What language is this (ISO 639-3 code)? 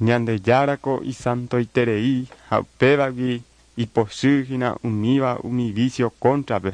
grn